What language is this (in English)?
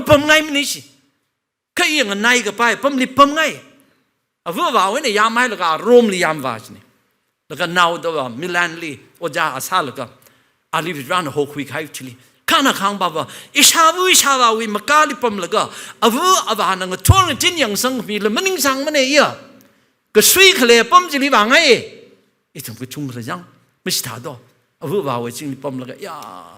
Tangkhul Naga (India)